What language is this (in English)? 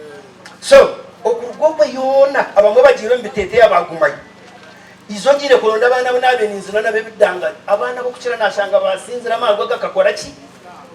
Nyankole